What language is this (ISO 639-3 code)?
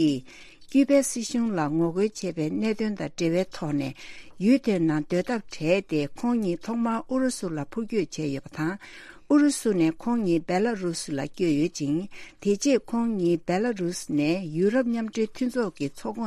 bod